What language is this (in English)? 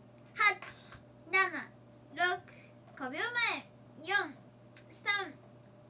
Japanese